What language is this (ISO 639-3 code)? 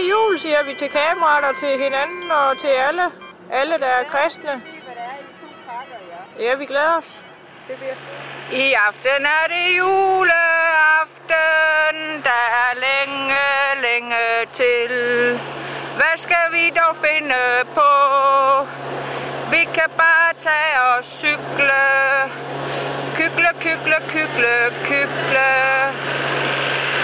dan